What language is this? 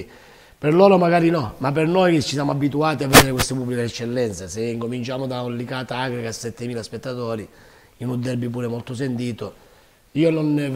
Italian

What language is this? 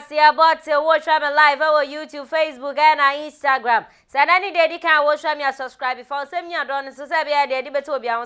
Akan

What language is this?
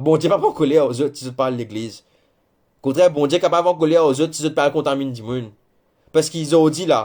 Morisyen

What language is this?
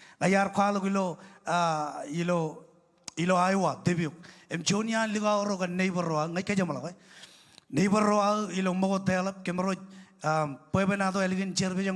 Marshallese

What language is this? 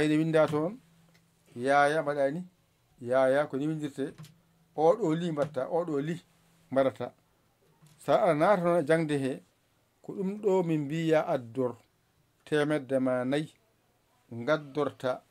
Fula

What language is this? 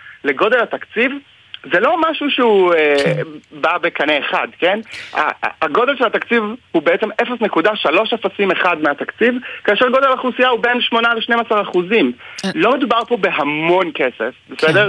Hebrew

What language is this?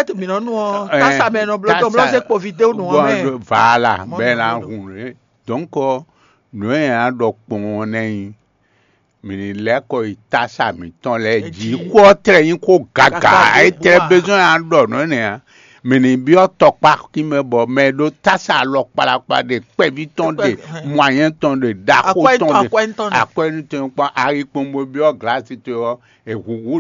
Fon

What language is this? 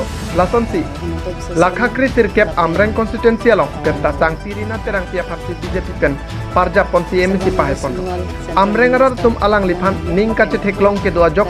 Karbi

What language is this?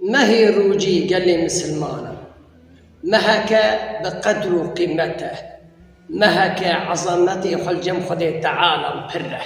Kurdish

